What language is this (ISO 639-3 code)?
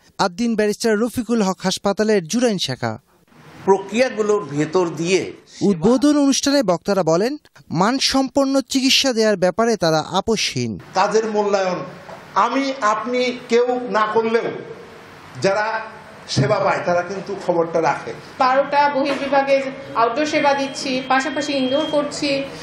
ben